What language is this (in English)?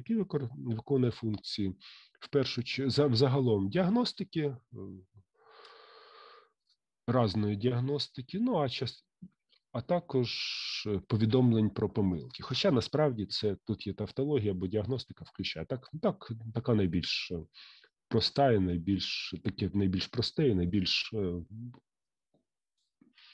Ukrainian